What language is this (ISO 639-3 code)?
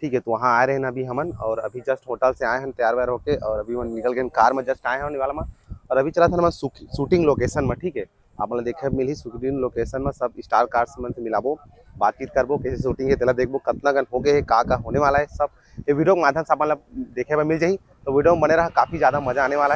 hne